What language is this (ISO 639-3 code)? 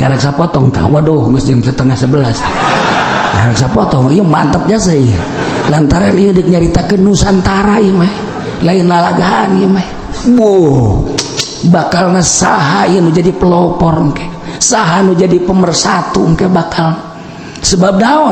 sun